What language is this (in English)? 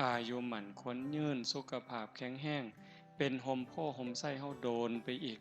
Northeastern Thai